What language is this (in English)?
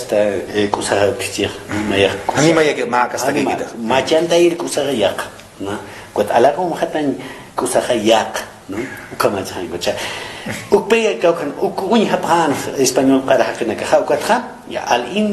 Aymara